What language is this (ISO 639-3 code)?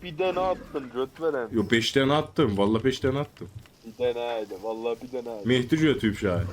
azb